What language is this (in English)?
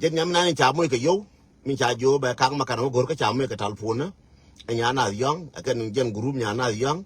Nuer